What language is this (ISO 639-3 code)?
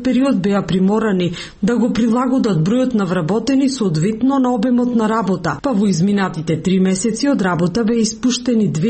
mkd